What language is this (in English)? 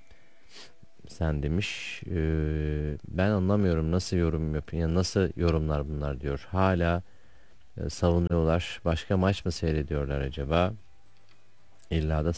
Turkish